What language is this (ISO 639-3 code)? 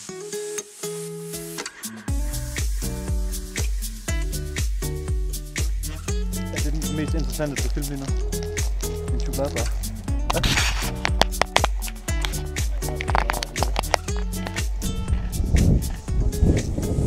dan